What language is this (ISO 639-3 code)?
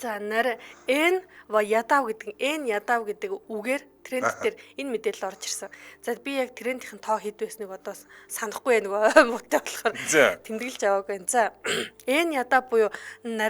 mon